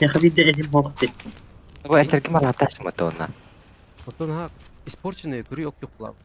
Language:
Yakut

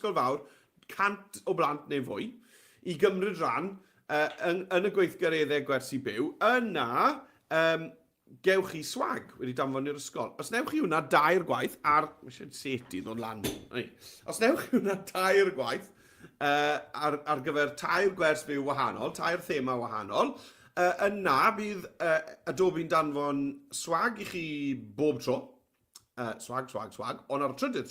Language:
Welsh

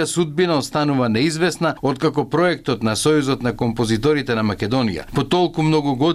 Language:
Macedonian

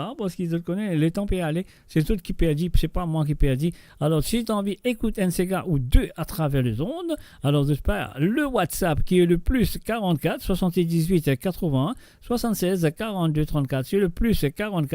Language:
Morisyen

